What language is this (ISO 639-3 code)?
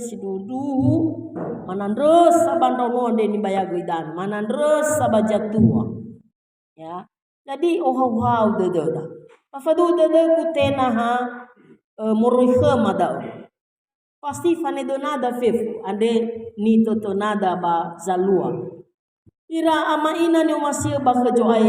nia